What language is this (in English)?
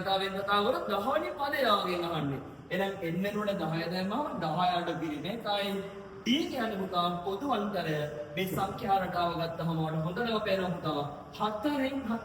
Sinhala